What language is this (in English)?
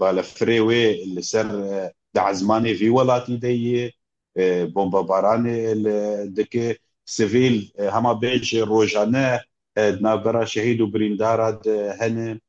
Kurdish